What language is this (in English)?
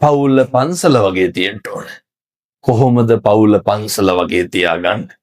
Sinhala